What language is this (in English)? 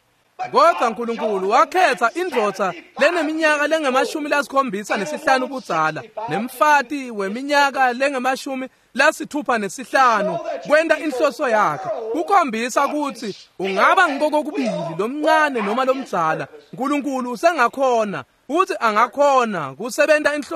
Swati